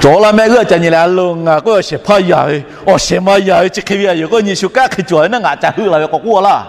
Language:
Lahu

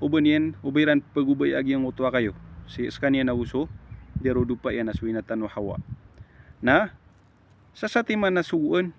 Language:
Maranao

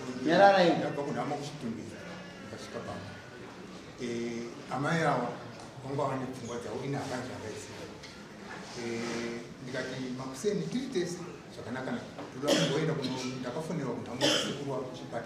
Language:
Shona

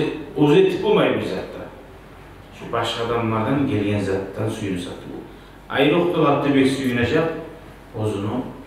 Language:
Kumyk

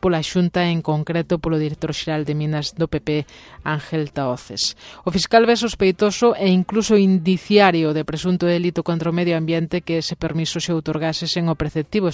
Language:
Galician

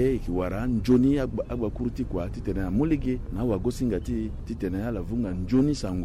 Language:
Sango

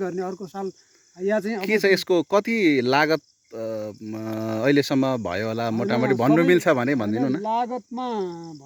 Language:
Nepali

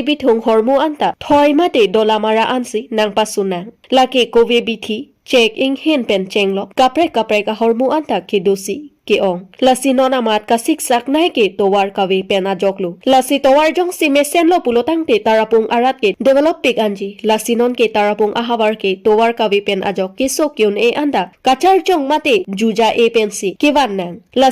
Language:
Karbi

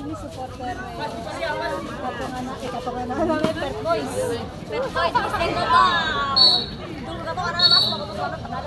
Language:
Ambonese Malay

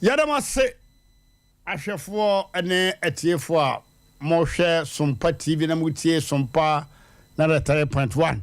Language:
Akan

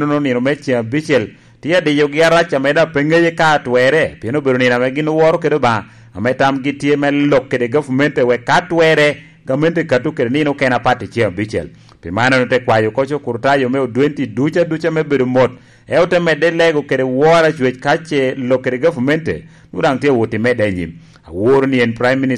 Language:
Lango (Uganda)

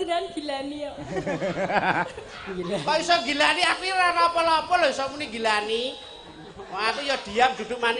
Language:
Javanese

